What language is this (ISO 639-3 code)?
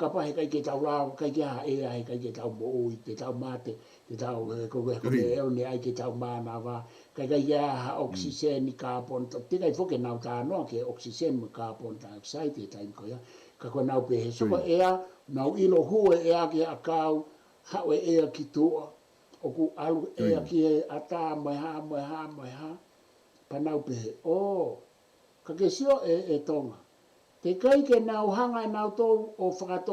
ton